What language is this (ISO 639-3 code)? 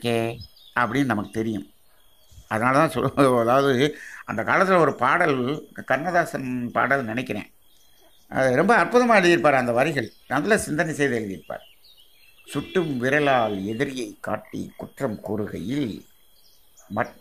tam